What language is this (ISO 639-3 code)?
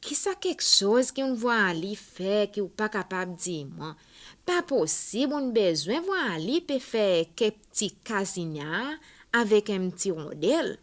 crs